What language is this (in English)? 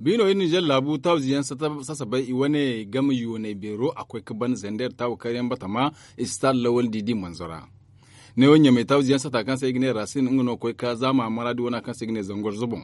Zarma